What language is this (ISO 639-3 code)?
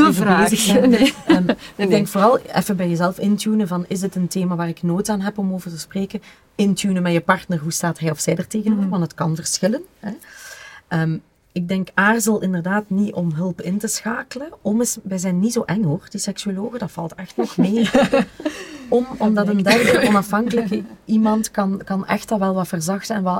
nld